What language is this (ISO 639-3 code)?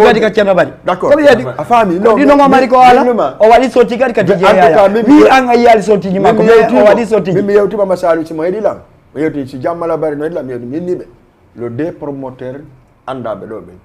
ful